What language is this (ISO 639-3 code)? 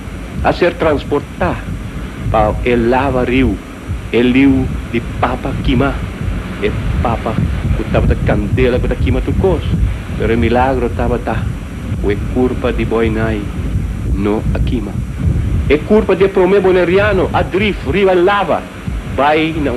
pap